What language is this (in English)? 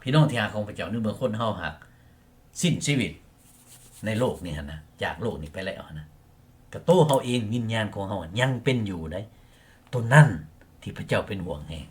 Lao